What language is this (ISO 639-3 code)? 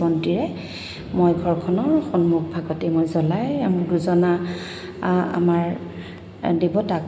asm